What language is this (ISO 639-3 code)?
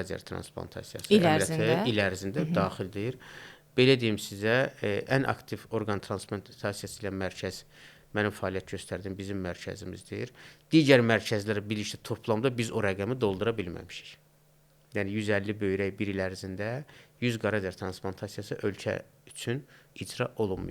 aze